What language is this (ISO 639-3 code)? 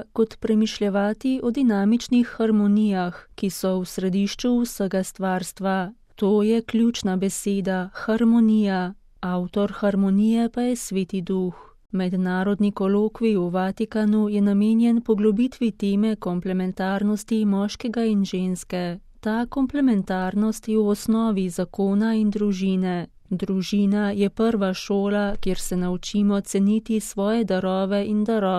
slv